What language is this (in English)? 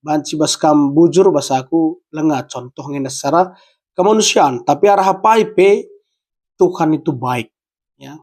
Batak Karo